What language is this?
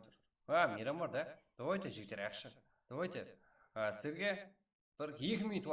Kara-Kalpak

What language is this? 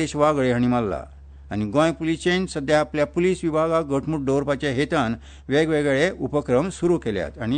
Konkani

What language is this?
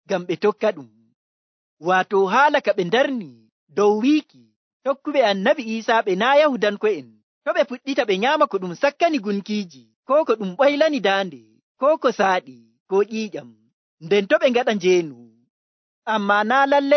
Nigerian Fulfulde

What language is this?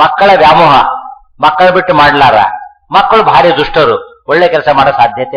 Kannada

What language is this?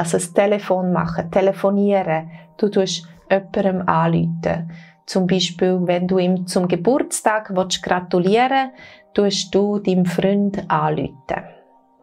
Swiss German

